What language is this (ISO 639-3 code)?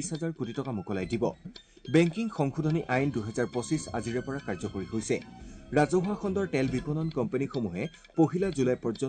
asm